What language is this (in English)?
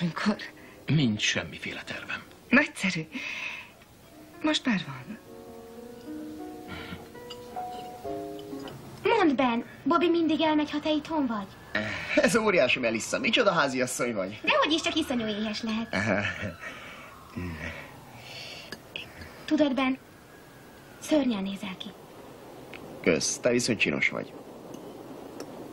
Hungarian